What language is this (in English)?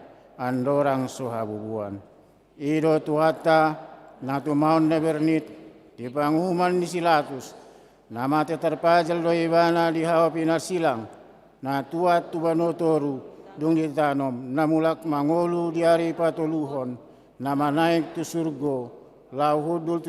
Batak Toba